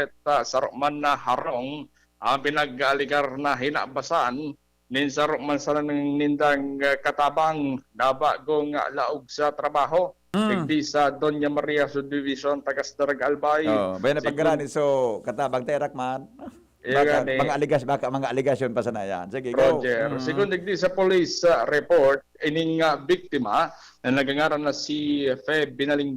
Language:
Bikol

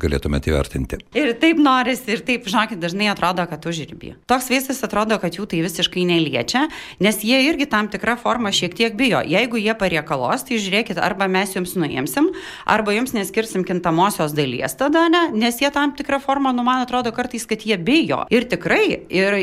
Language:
Lithuanian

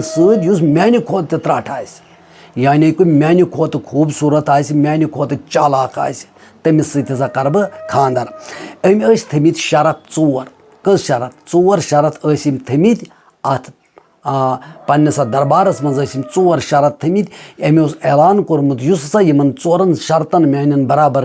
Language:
Kashmiri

